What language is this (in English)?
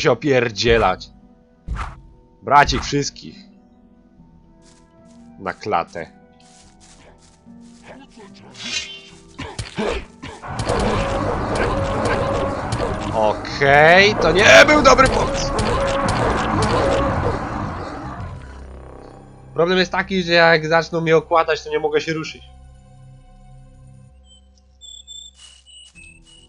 Polish